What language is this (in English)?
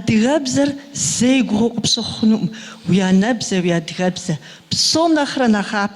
Kabardian